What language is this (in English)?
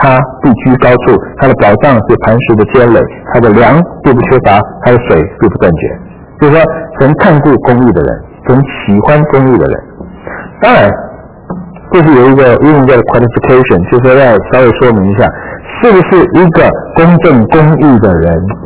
Chinese